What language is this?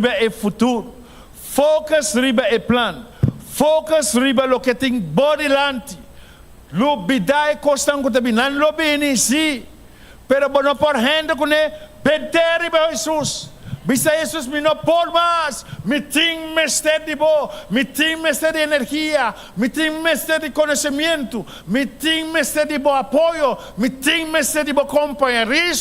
Papiamento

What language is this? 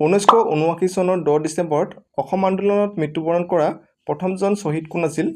Assamese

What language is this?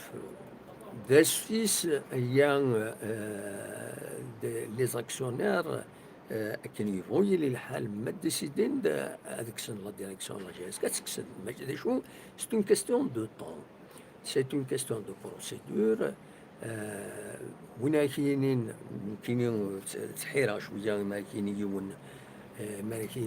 Kabyle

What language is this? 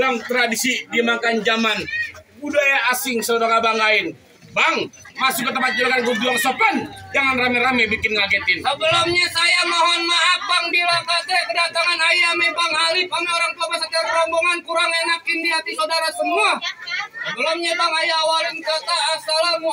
Betawi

